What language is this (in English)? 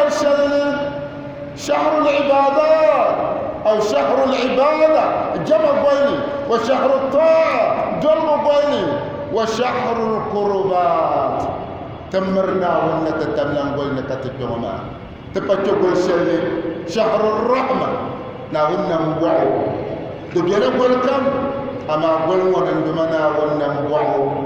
Dagbani